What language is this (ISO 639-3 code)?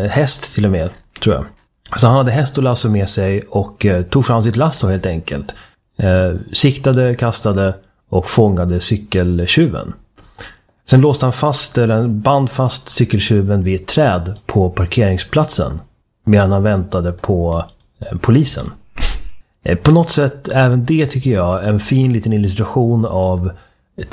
swe